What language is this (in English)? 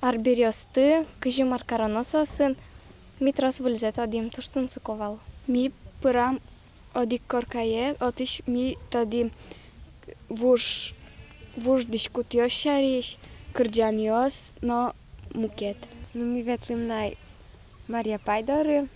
Udmurt